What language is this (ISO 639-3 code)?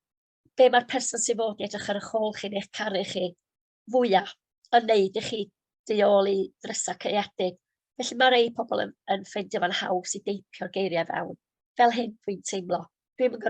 cym